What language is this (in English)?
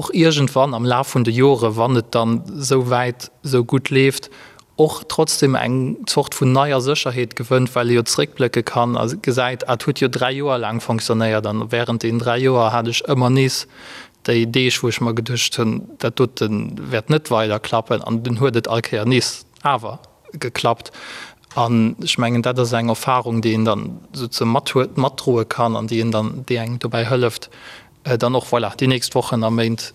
Luxembourgish